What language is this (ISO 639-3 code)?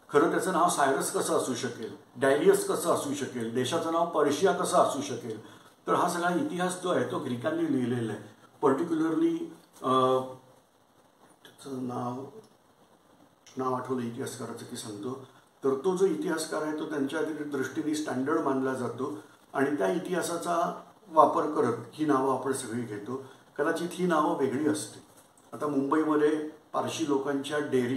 mar